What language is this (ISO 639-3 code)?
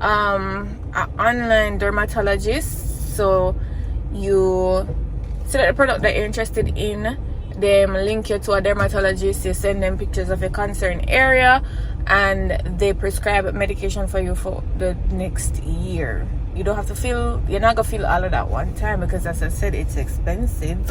jam